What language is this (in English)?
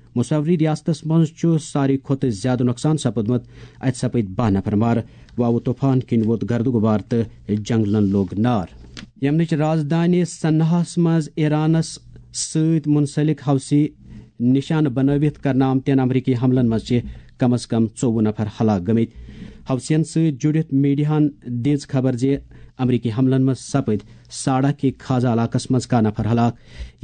Kashmiri